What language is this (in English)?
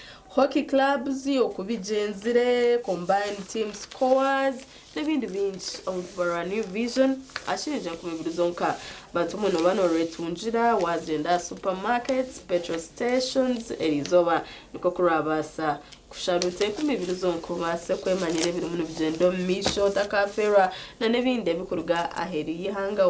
Nyankole